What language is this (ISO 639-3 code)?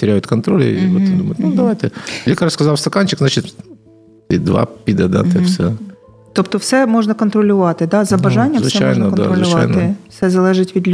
ukr